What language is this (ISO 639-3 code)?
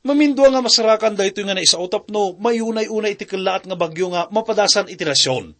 ilo